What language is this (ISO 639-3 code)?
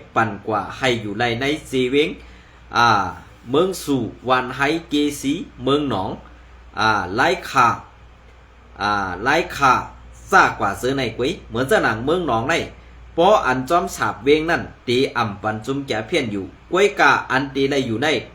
shn